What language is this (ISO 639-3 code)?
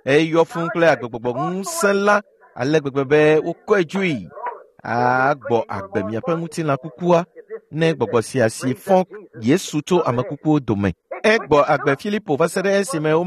ewe